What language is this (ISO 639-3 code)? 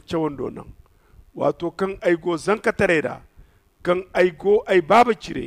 dje